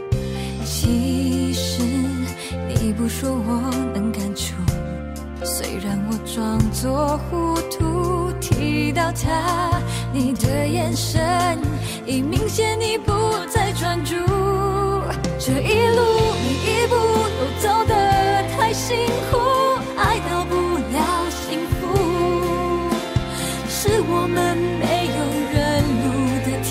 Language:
Chinese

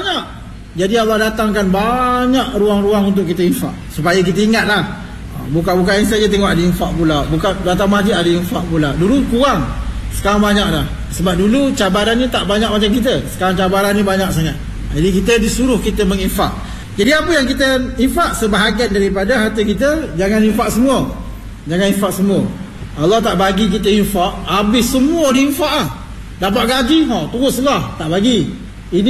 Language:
Malay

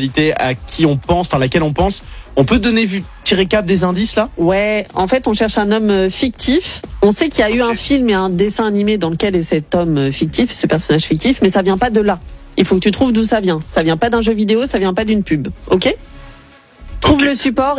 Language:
French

